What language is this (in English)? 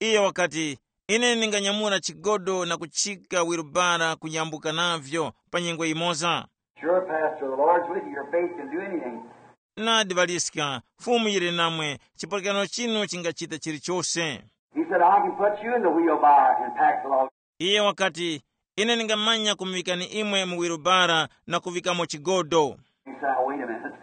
Tumbuka